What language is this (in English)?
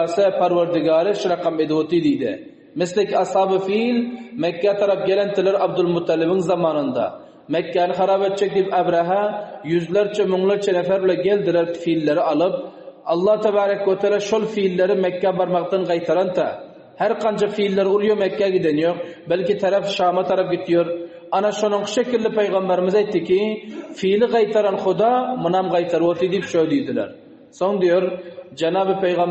Turkmen